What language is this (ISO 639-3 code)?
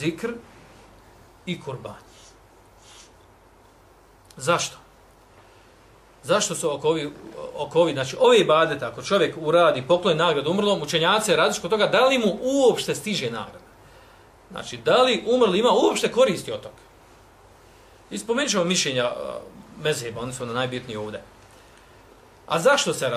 bos